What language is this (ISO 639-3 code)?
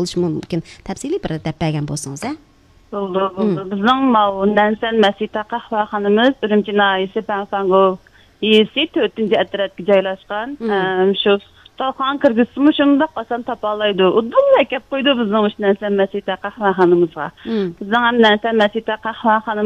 uig